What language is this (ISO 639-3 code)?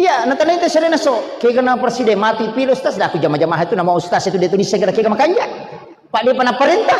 bug